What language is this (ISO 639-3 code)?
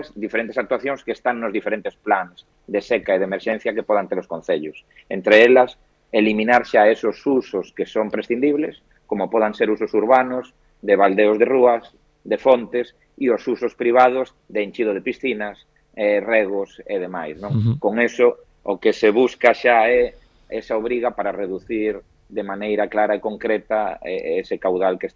glg